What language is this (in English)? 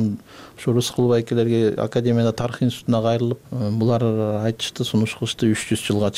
Kyrgyz